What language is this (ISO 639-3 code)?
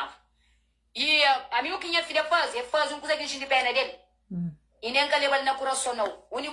kea